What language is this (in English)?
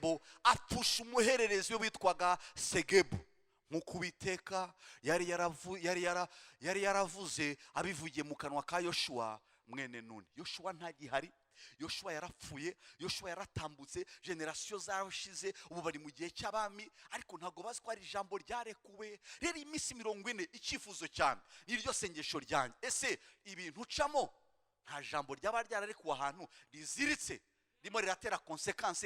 Kinyarwanda